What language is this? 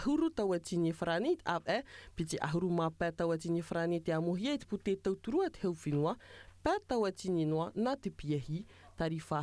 Tahitian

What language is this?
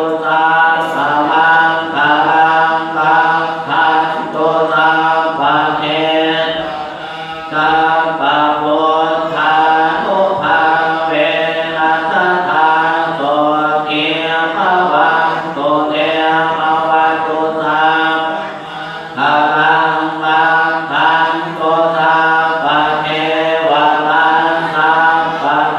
Pali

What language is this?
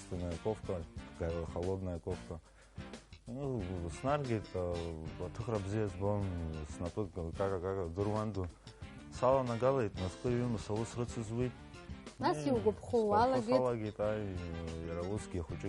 Abkhazian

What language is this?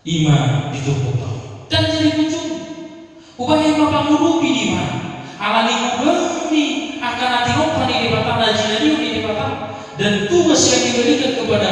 Batak Toba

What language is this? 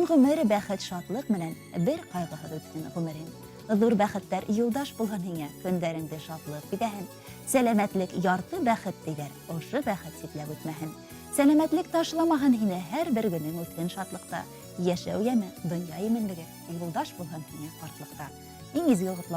Bashkir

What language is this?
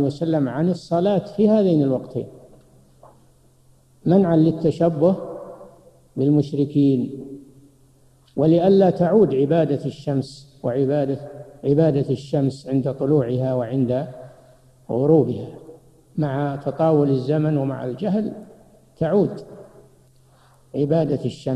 Arabic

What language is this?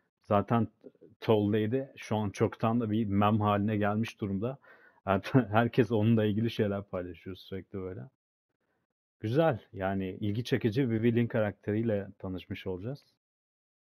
Turkish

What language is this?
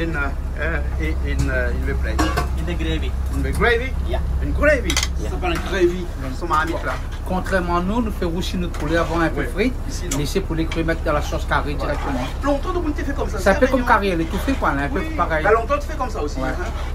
Réunion Creole French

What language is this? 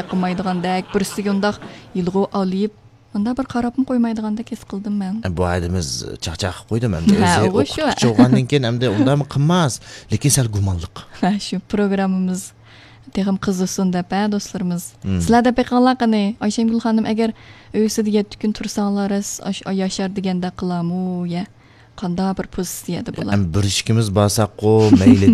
Uyghur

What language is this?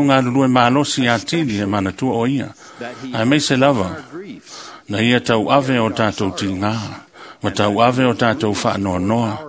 Samoan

